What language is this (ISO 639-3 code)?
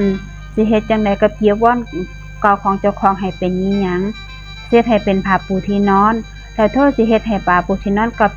tts